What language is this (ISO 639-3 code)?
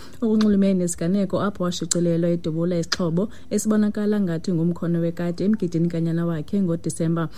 xho